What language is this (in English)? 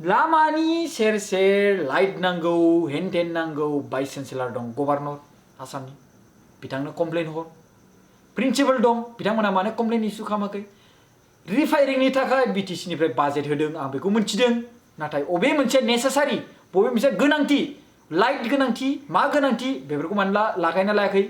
Bodo